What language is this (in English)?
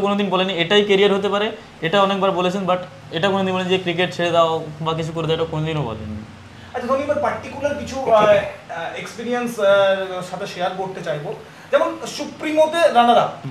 Bangla